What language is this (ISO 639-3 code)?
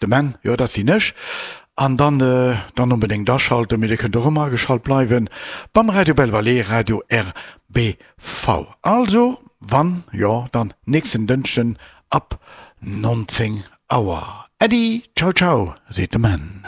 ltz